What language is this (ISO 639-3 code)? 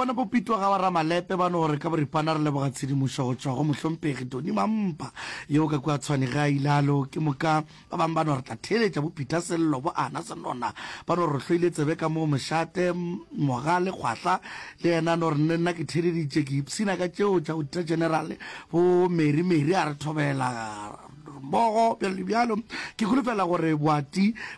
nso